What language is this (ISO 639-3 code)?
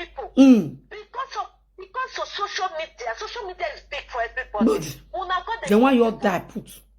pcm